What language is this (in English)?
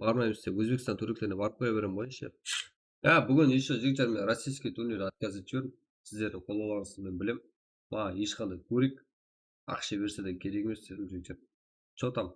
Kara-Kalpak